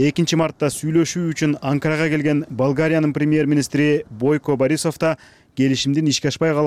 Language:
Kyrgyz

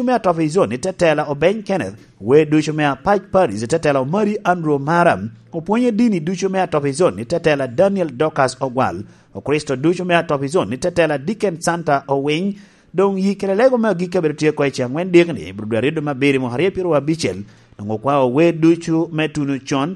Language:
Lango (Uganda)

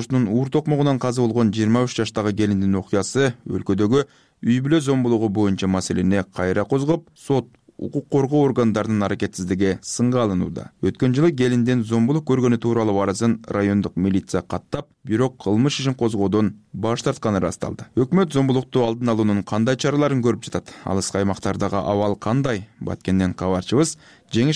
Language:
Kyrgyz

